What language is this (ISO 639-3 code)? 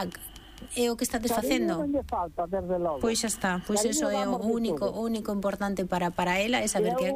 glg